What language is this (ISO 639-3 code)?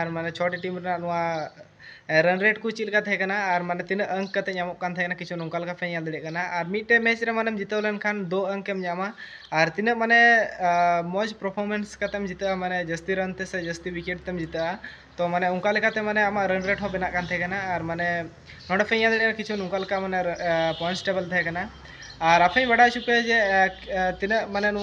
sat